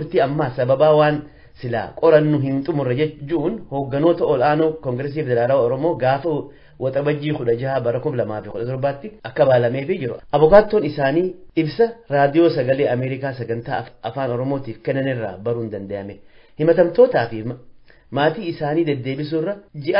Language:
Oromo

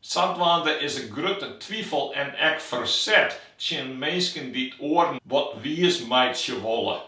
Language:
Western Frisian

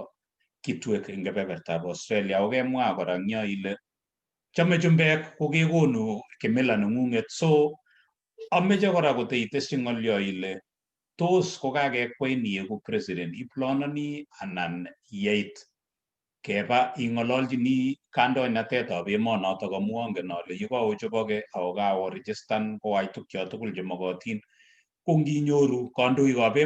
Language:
Kalenjin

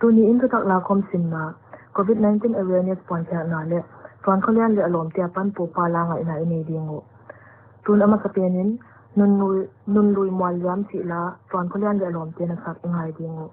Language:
Paite Chin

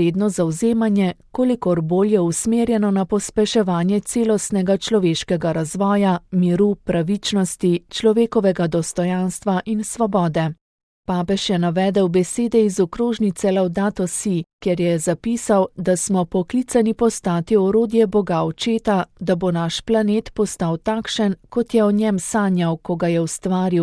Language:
Slovenian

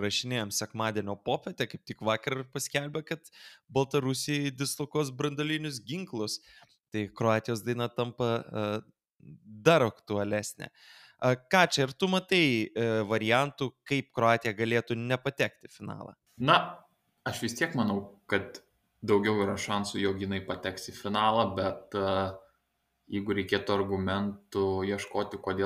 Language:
Lithuanian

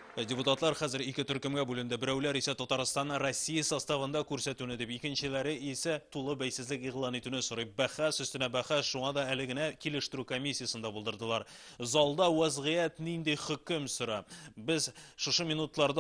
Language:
Tatar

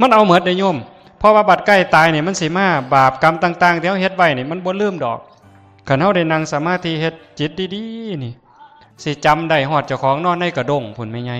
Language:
Northeastern Thai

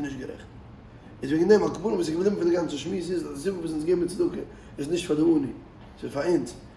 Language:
Yiddish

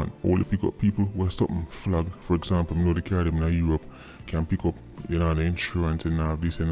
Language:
Jamaican Creole English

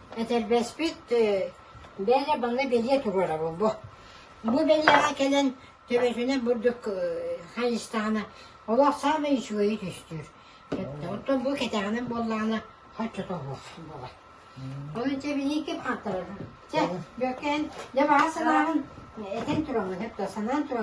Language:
Yakut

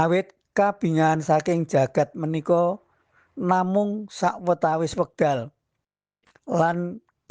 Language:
Javanese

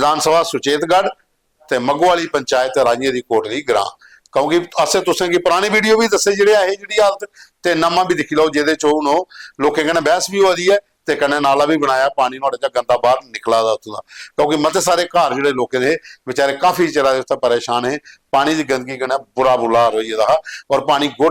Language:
Dogri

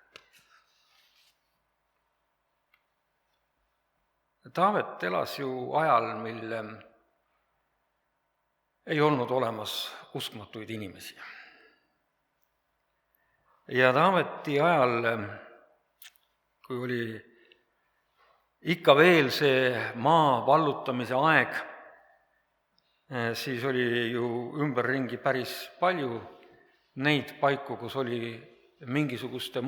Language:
Estonian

